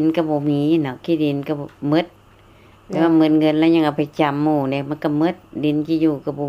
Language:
Lao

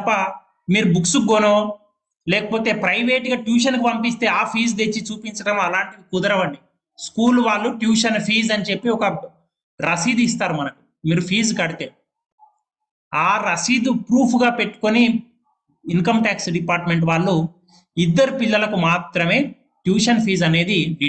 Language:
Telugu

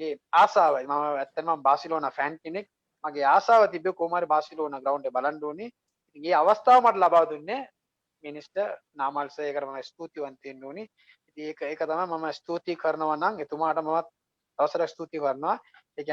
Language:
Sinhala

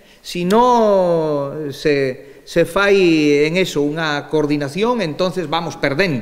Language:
Galician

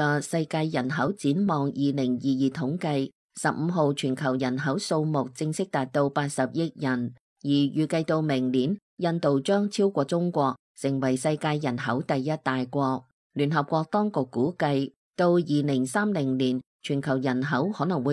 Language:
Cantonese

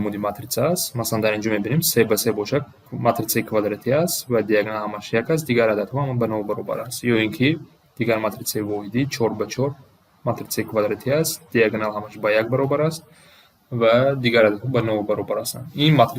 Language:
Tajik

